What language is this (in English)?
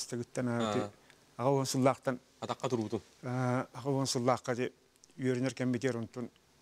Yakut